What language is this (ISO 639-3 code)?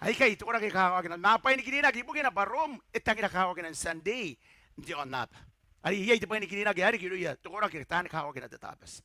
gil